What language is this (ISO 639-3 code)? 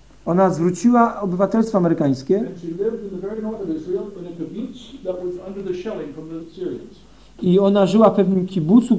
pol